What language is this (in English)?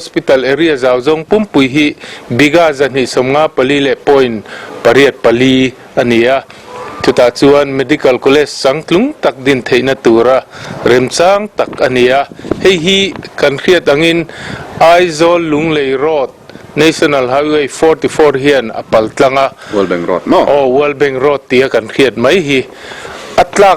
Mizo